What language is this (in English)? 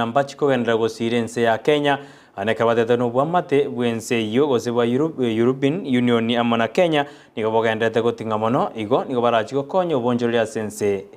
Gusii